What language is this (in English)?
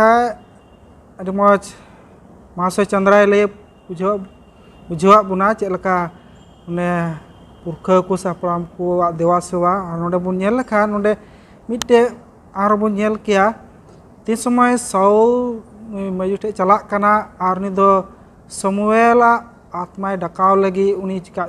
Santali